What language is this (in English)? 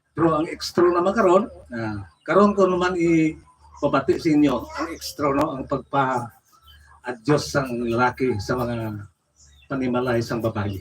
Hiligaynon